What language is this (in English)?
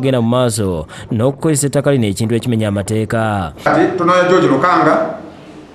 Ganda